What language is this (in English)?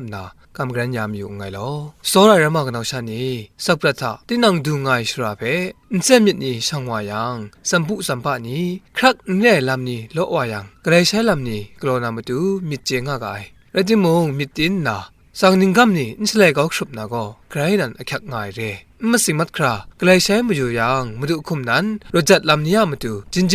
Kachin